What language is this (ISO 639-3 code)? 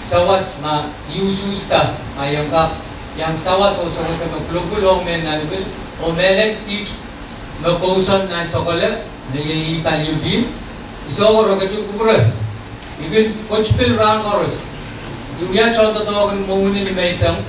pon